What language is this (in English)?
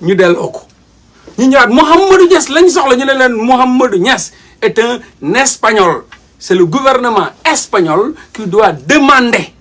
Wolof